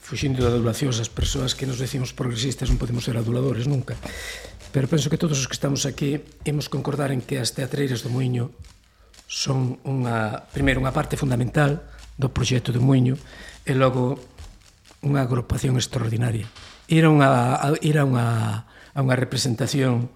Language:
Galician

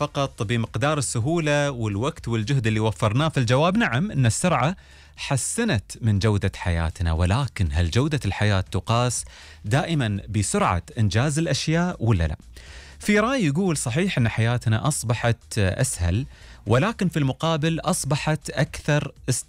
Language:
Gulf Arabic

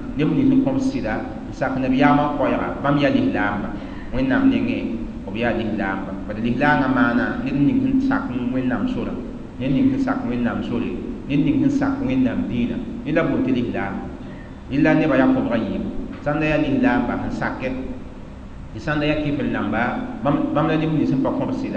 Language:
Mossi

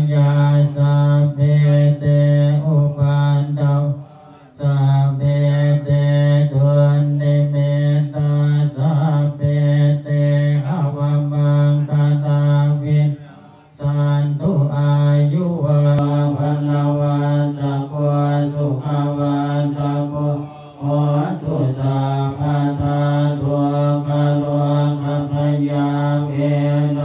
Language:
Pali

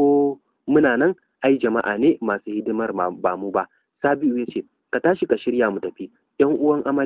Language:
Hausa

